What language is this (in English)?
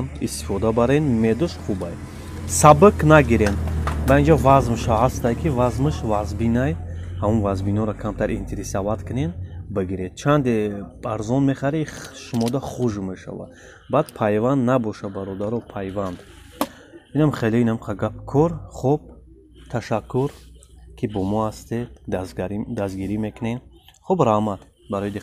Tajik